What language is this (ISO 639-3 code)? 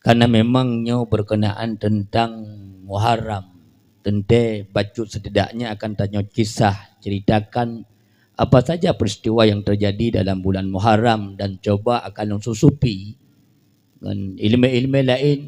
ace